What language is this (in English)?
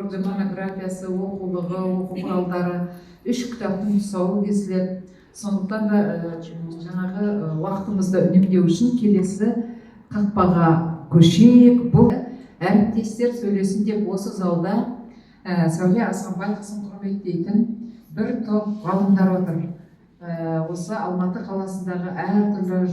Kazakh